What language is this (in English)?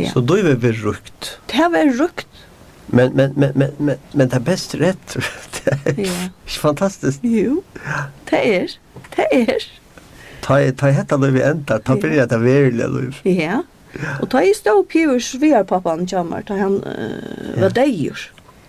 Faroese